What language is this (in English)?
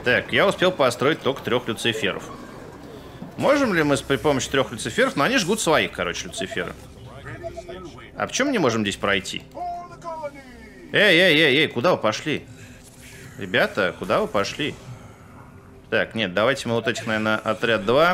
Russian